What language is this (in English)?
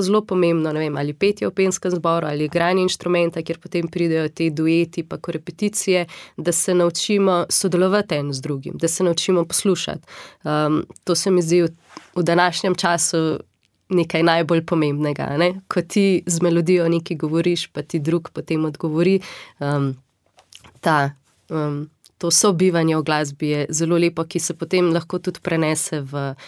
Slovenian